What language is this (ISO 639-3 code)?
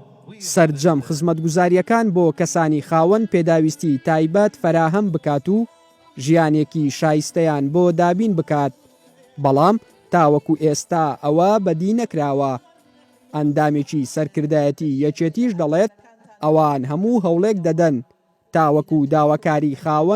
ckb